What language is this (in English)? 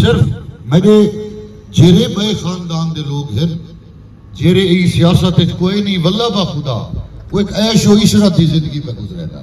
Saraiki